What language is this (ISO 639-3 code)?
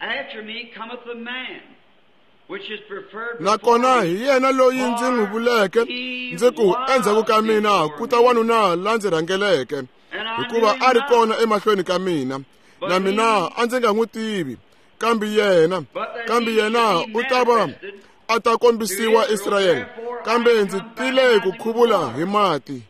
tso